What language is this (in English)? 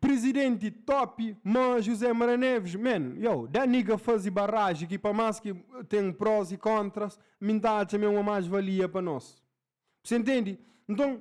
Kabuverdianu